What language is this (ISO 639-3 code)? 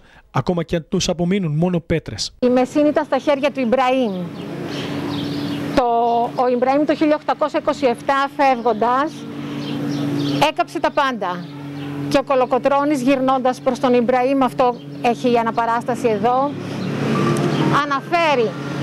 ell